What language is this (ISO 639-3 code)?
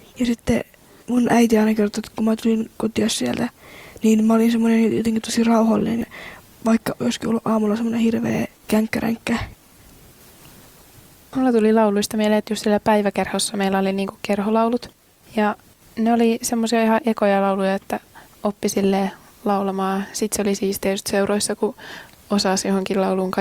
fin